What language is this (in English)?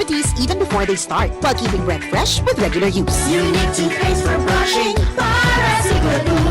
Bikol